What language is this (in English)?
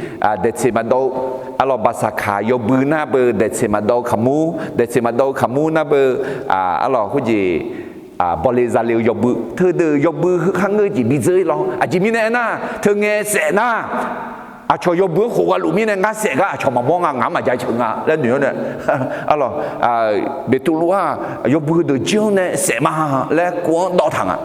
Akha